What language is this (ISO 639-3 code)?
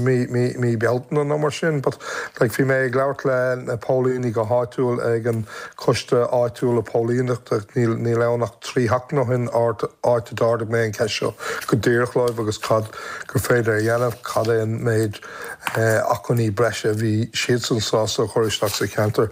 gle